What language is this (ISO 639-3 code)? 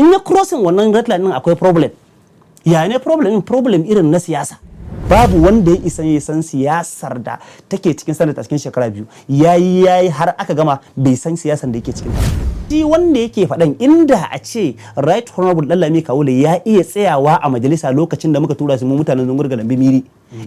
hau